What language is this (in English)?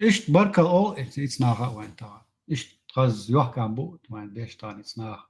Chechen